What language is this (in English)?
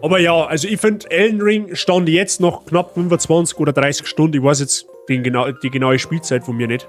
Bavarian